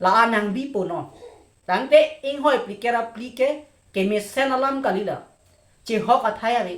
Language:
Karbi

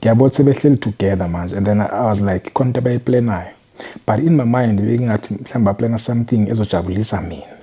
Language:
Zulu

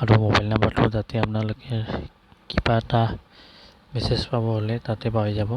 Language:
Assamese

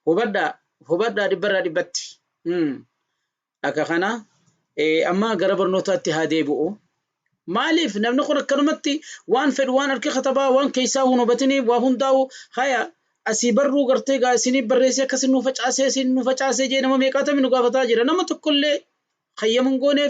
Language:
Oromo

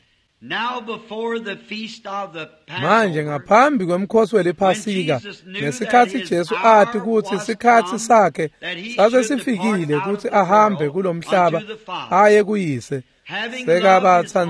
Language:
Swati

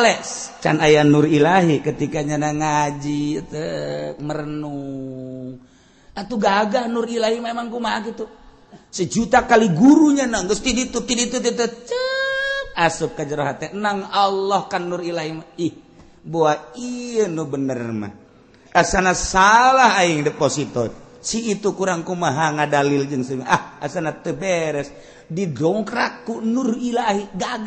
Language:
Sundanese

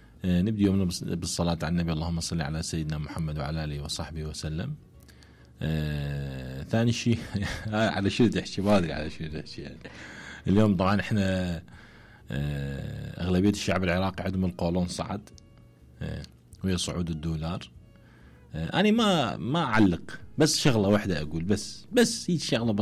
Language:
Mesopotamian Arabic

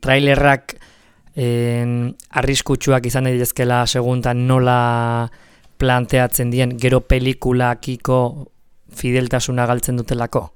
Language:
Basque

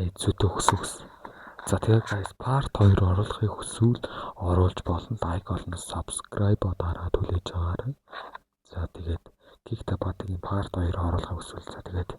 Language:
Mongolian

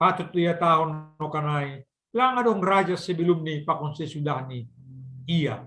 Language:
Batak Simalungun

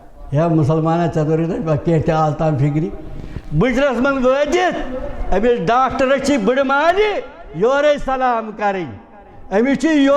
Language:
Kashmiri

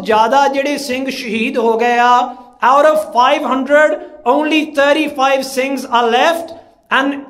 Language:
Punjabi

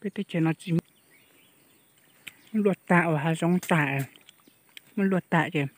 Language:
Hmong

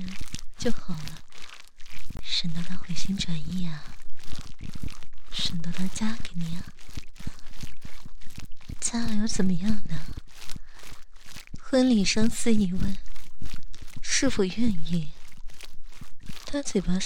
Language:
Chinese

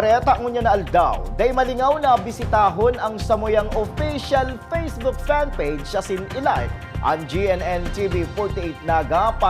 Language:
Bikol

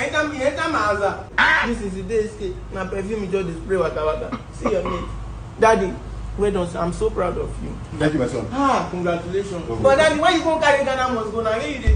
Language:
Nigerian Pidgin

